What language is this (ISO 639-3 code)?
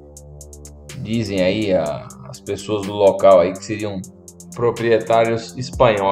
por